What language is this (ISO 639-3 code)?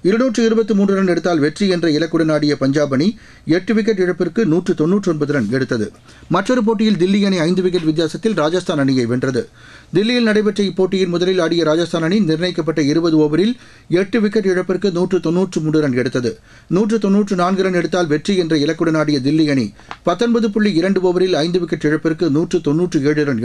tam